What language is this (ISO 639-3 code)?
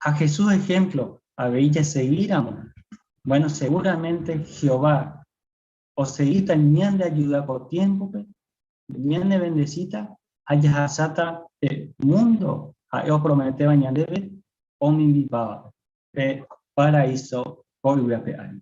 grn